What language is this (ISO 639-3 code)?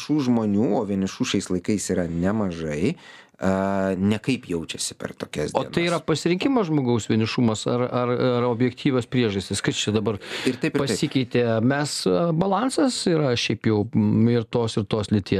lit